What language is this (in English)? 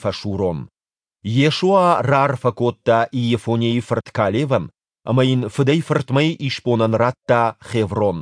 Ossetic